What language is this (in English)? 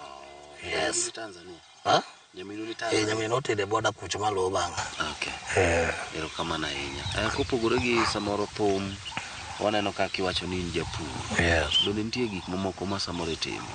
Luo (Kenya and Tanzania)